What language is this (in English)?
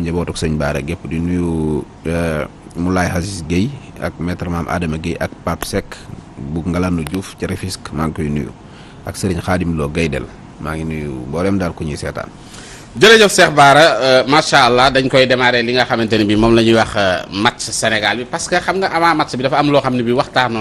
Wolof